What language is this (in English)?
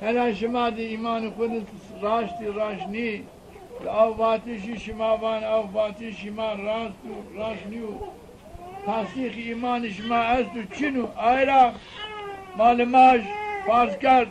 Zaza